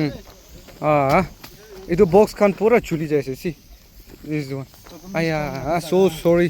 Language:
Naga Pidgin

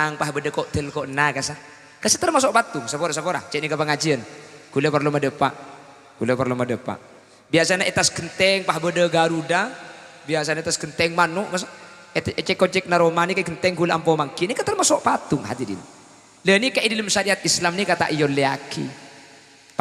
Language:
Madurese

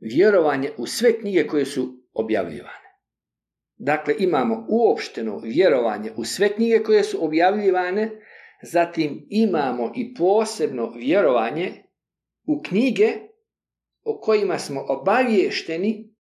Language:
Bosnian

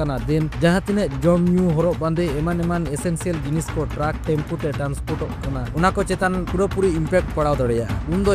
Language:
Santali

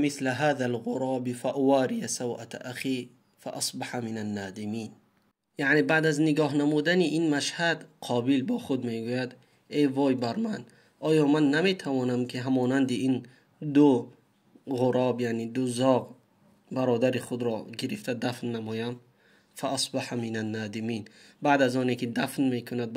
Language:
Tajik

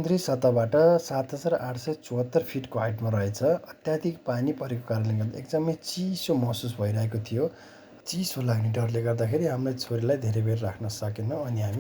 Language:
Nepali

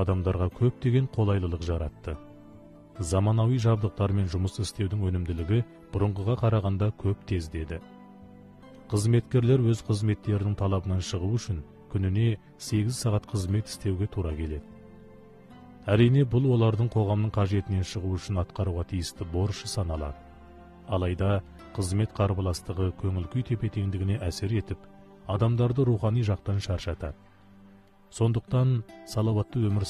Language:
Kazakh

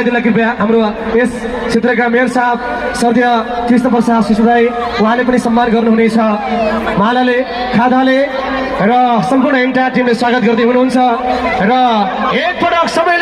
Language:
Nepali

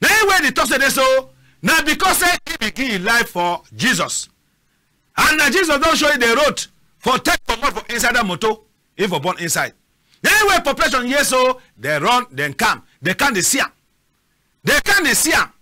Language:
Cameroon Pidgin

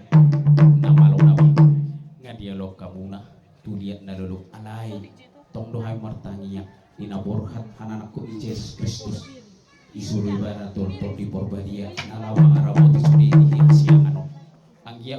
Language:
Batak Toba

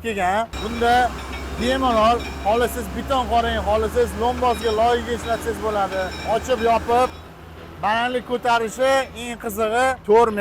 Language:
Uzbek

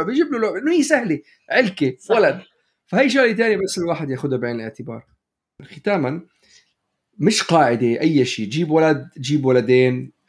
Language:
North Levantine Arabic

